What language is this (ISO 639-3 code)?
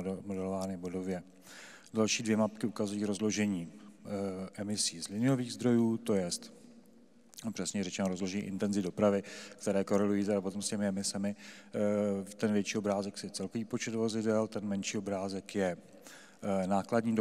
ces